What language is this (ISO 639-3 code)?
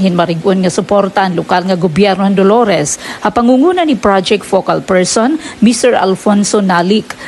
war